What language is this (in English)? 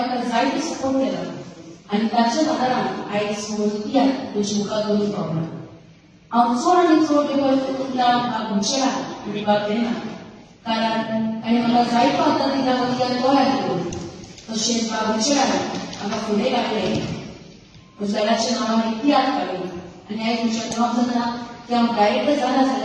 Konkani